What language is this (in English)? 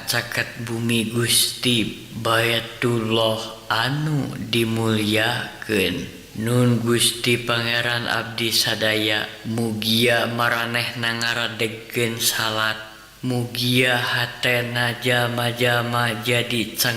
Sundanese